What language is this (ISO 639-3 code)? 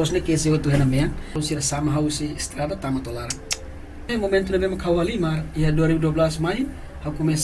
tet